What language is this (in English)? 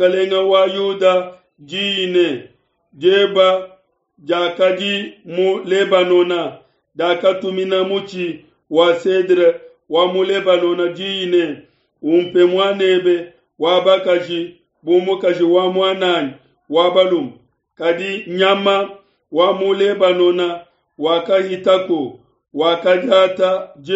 Luba-Lulua